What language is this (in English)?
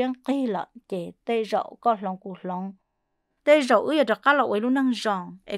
Vietnamese